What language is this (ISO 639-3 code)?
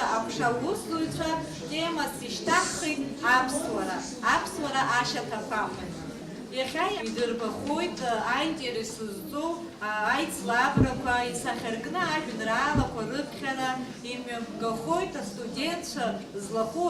abk